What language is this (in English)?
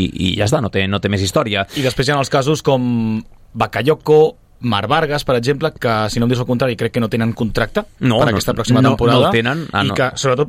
Catalan